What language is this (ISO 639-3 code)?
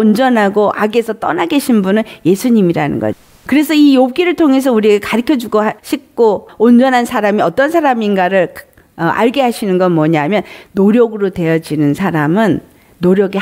kor